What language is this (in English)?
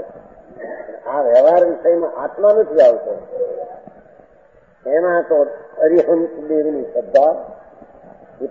Gujarati